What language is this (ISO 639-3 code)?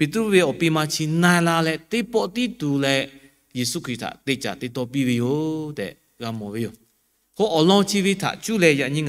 lhu